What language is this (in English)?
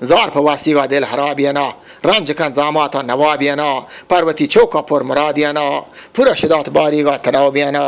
Eastern Balochi